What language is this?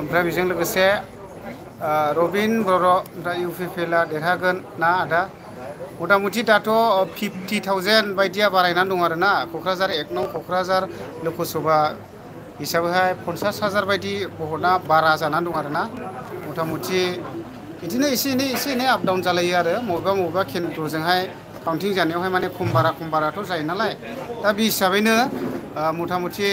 Bodo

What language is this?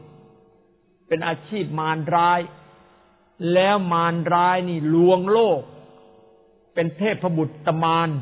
Thai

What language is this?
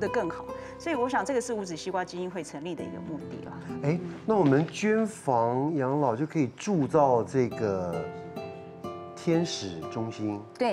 Chinese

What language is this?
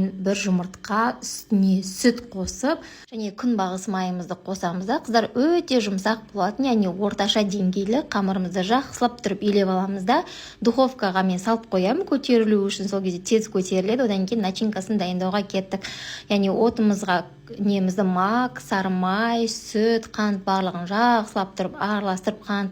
Kazakh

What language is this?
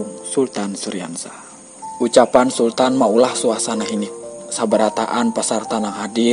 Banjar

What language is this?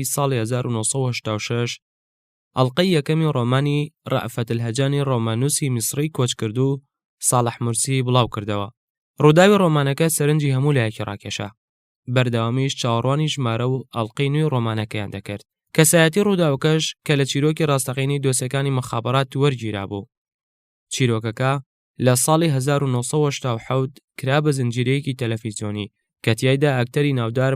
Central Kurdish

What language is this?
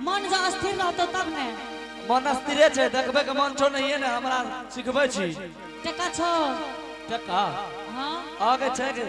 Angika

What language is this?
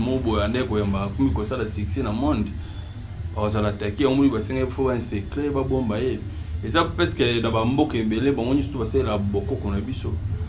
Lingala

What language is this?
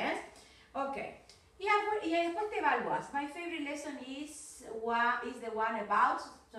Spanish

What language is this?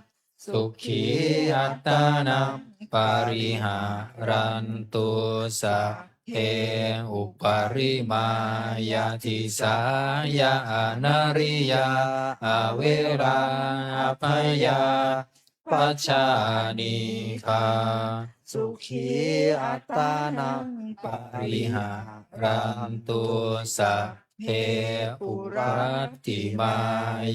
Pali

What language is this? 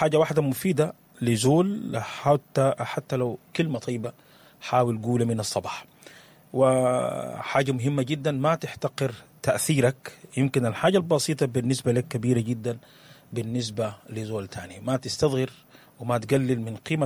Sudanese Arabic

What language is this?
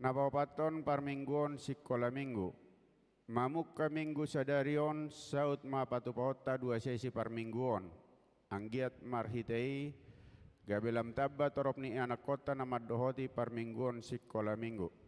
Batak Toba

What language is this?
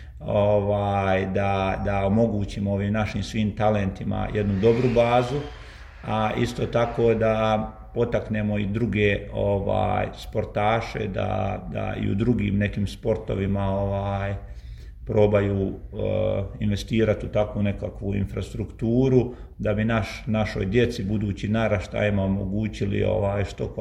Croatian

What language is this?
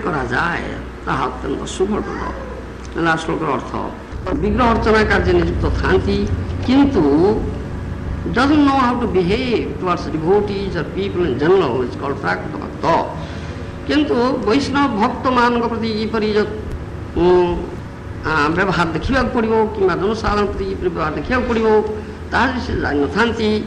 Odia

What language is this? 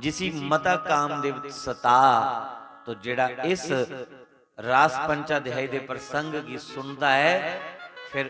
Dogri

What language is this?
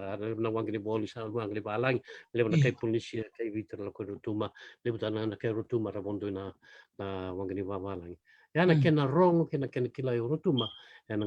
Fijian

